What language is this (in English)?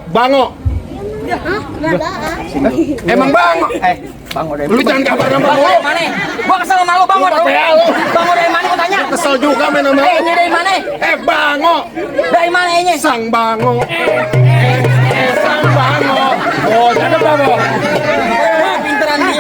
Betawi